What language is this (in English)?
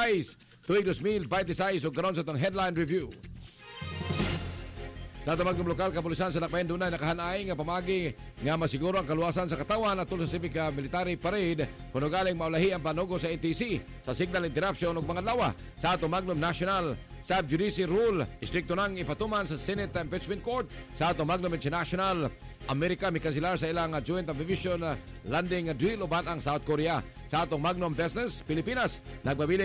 Cebuano